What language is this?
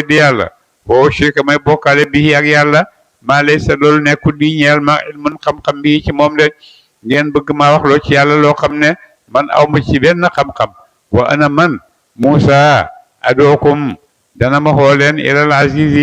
Wolof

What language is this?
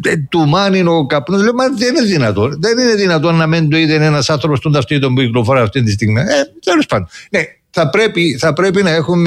Greek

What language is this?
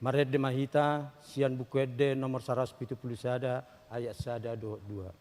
Batak Toba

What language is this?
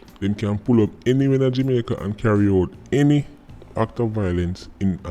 Jamaican Creole English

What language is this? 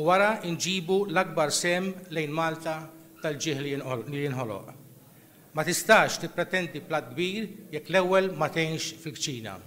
Maltese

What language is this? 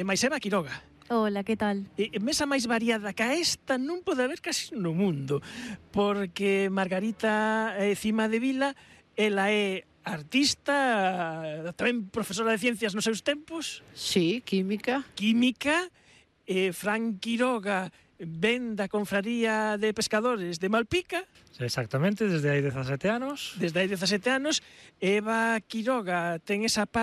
Galician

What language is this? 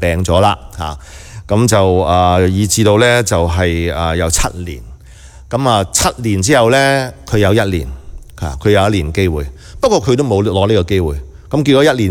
Cantonese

